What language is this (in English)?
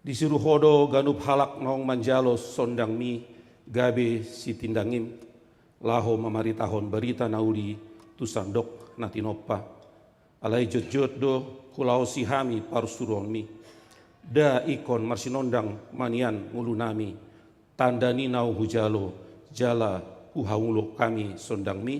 Batak Toba